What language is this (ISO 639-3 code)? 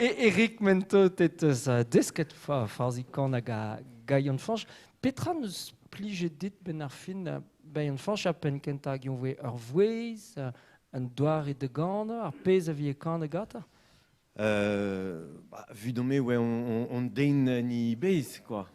bre